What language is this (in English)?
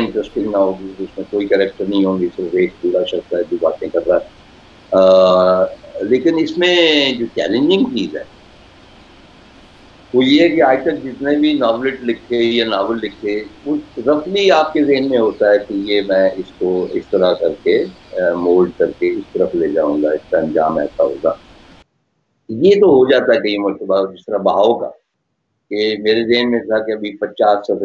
Urdu